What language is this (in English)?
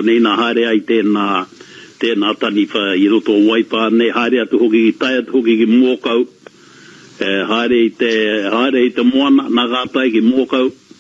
Māori